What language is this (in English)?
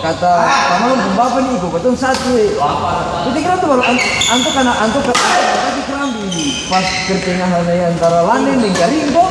Ambonese Malay